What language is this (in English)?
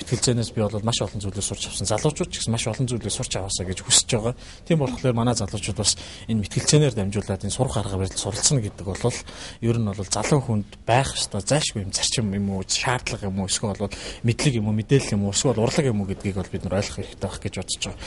Mongolian